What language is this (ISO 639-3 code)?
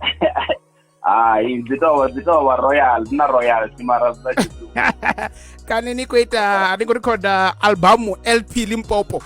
ven